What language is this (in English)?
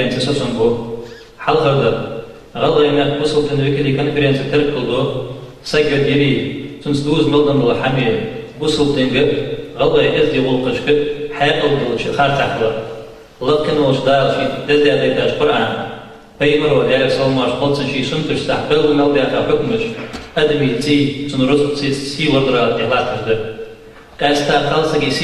Ingush